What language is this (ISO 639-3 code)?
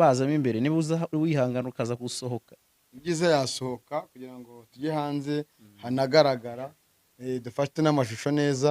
kin